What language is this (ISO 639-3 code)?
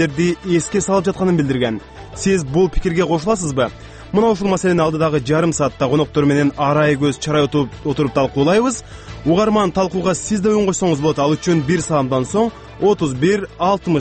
kir